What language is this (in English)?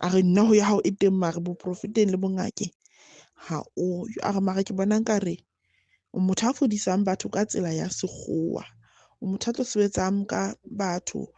Southern Sotho